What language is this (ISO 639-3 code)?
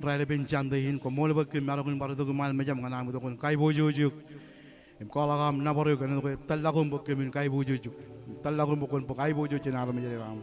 mah